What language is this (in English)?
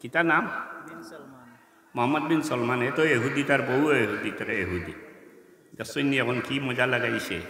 Sylheti